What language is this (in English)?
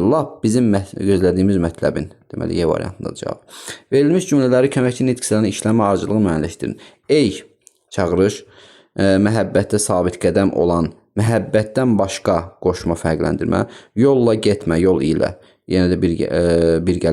Azerbaijani